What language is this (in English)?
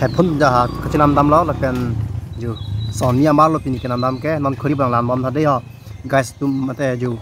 Karbi